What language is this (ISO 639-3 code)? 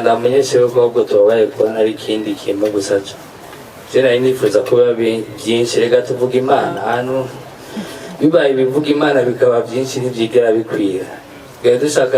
run